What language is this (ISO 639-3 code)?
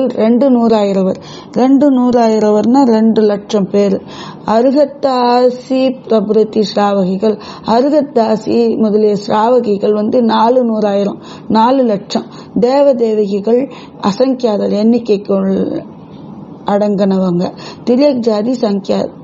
tam